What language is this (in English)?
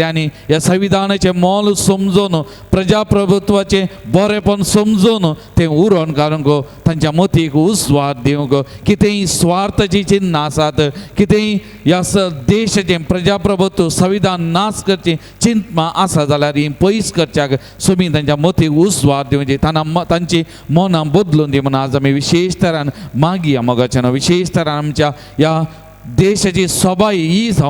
Konkani